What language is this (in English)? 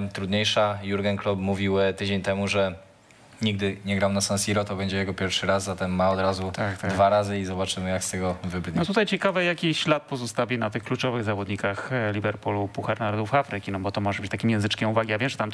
Polish